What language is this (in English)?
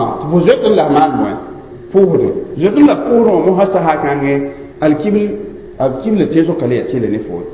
Mossi